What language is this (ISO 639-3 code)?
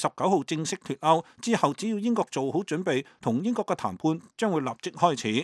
yue